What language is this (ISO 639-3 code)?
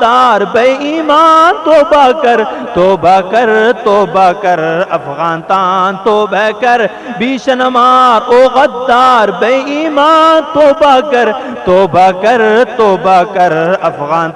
brh